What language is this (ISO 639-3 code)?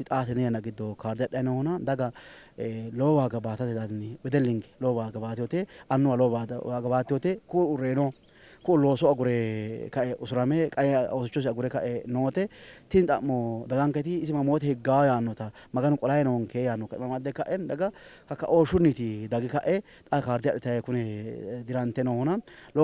sid